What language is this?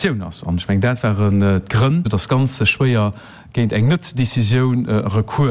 Luxembourgish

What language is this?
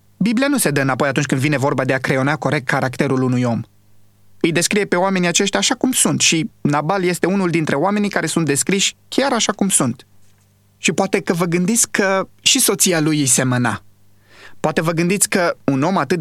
Romanian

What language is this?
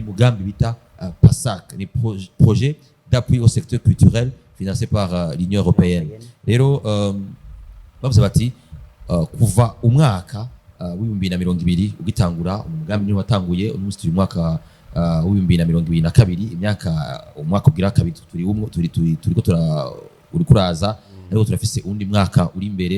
Rundi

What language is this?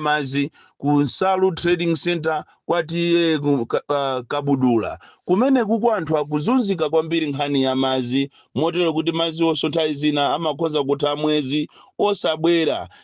Nyanja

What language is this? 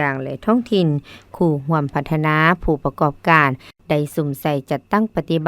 Lao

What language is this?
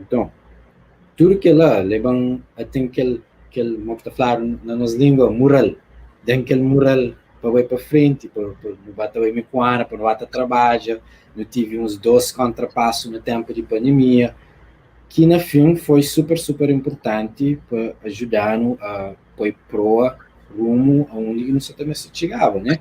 Kabuverdianu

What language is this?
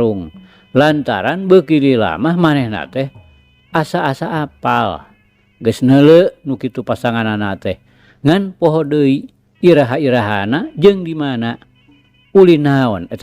Sundanese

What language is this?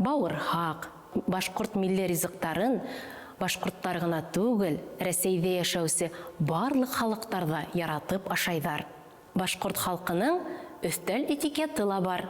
Bashkir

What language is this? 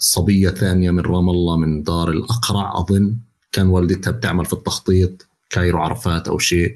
North Levantine Arabic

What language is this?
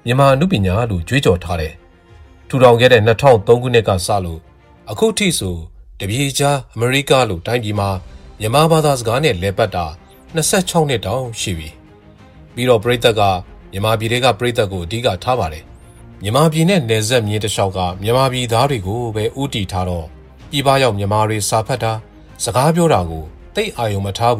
Burmese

